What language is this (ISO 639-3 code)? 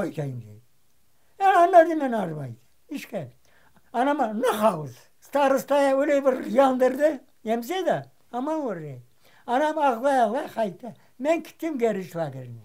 crh